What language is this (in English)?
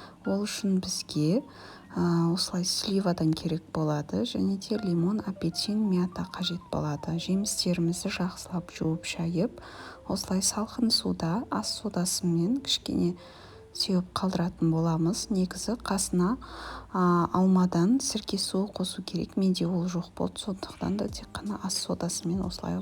Kazakh